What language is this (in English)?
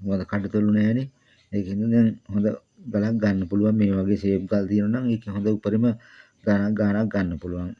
Sinhala